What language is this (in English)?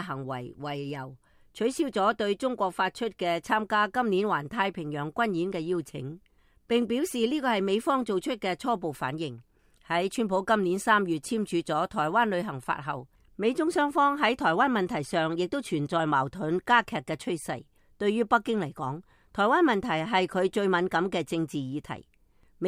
Cantonese